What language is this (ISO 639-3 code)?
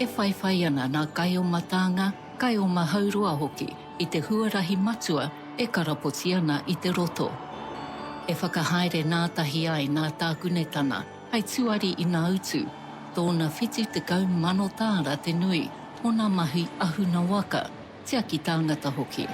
mri